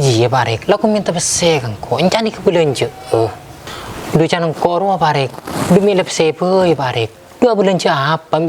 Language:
Madurese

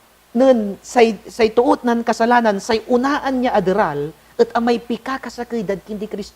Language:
Pangasinan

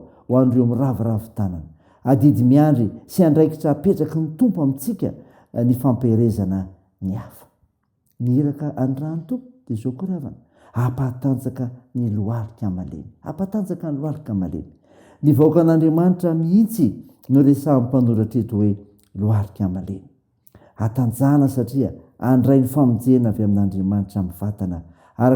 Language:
Malagasy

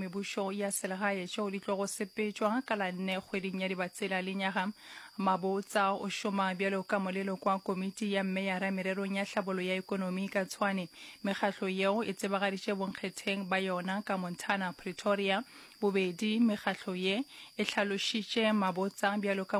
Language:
Northern Sotho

